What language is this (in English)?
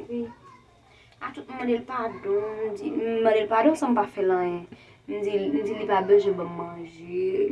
Haitian Creole